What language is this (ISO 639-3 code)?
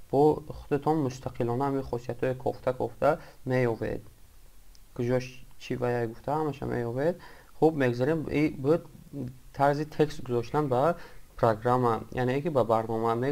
tgk